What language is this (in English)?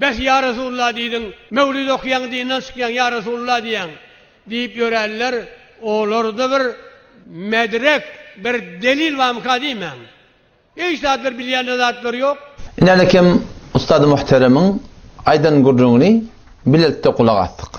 Turkmen